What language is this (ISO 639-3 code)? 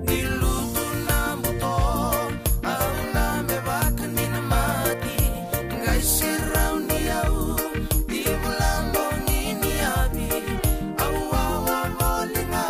fij